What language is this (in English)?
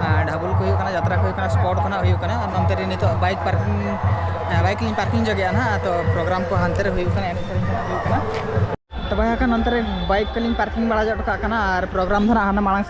Santali